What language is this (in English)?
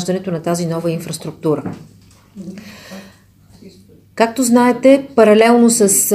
Bulgarian